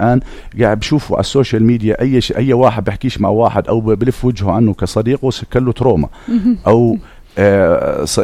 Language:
North Levantine Arabic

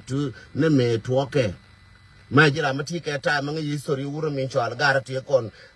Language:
Nuer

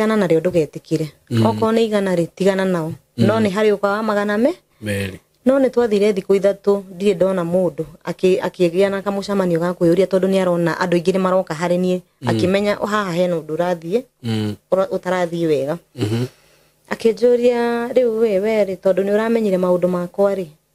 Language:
Kikuyu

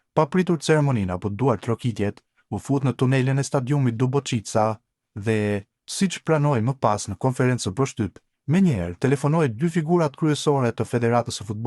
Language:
Albanian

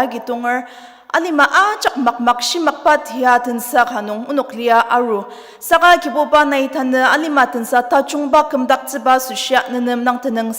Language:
Ao Naga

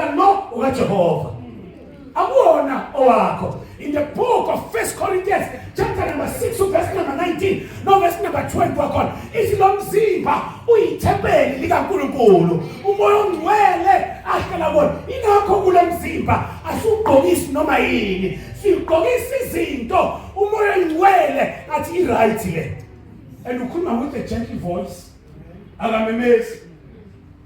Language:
Zulu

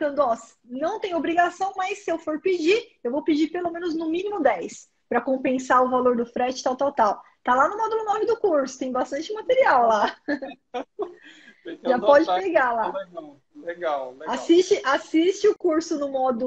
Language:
Portuguese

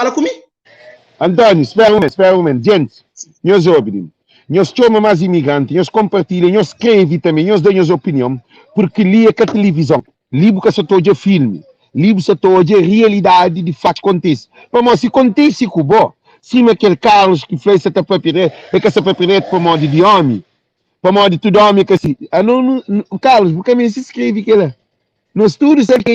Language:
Kabuverdianu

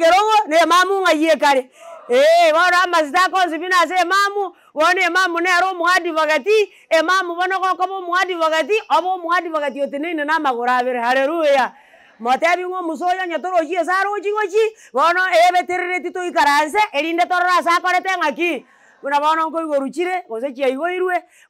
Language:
Gusii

